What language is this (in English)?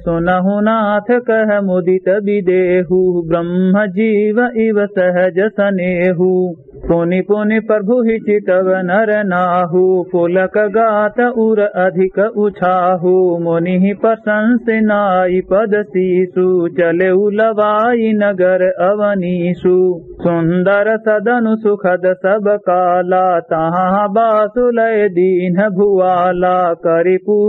Awadhi